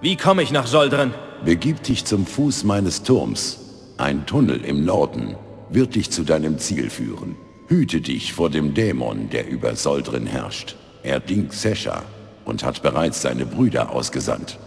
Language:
Bavarian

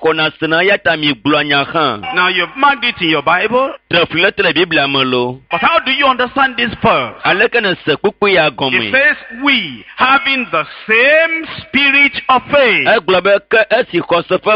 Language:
Ewe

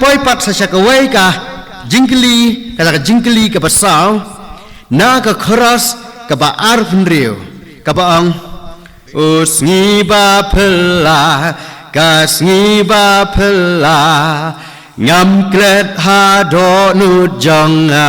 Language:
Khasi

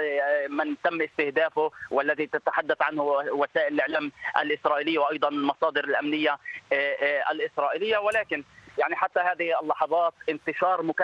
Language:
Arabic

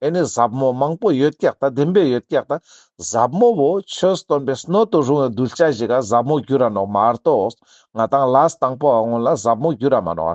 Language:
Ladakhi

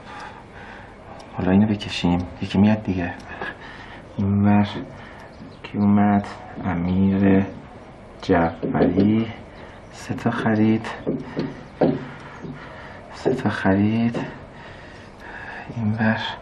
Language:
Persian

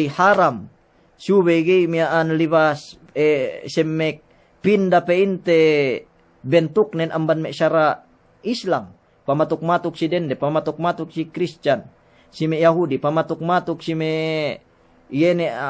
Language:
Yakan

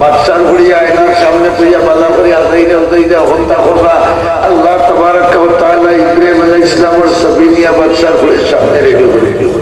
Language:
Sylheti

